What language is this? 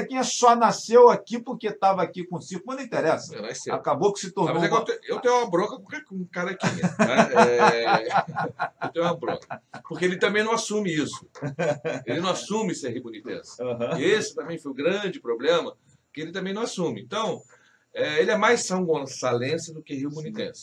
Portuguese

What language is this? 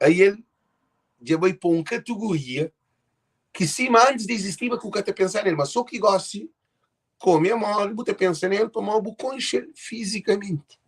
Kabuverdianu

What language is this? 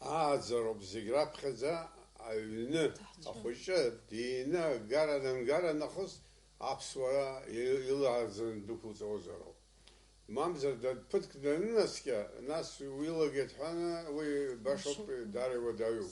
Abkhazian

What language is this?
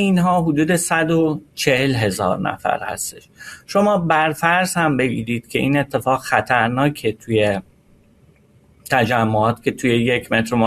Persian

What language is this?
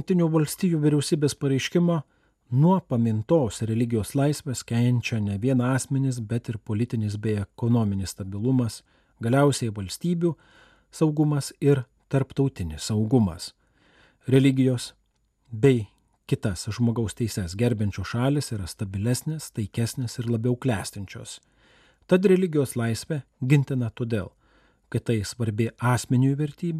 Lithuanian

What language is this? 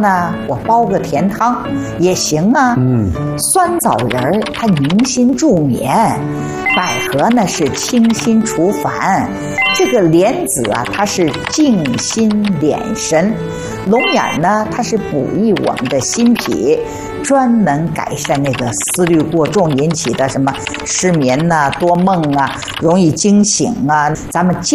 Chinese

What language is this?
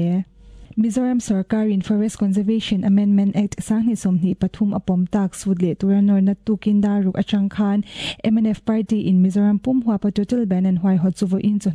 Mizo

